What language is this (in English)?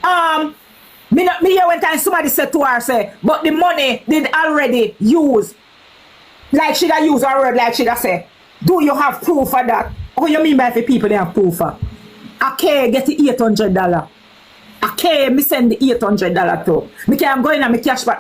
Jamaican Creole English